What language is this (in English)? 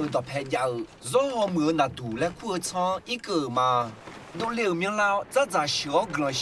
Akha